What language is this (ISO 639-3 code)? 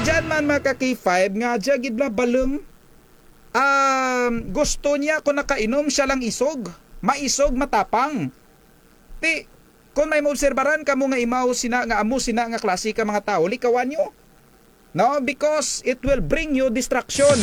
krj